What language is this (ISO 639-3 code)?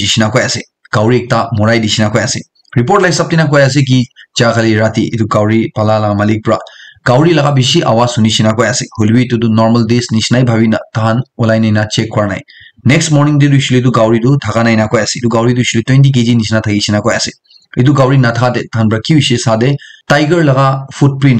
nag